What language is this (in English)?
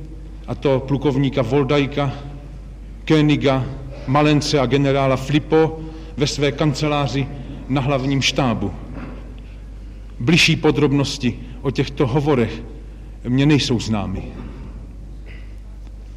Czech